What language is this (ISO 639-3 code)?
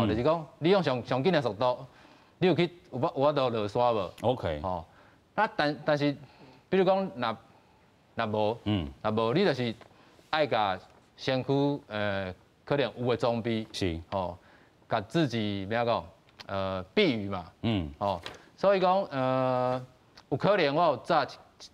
nan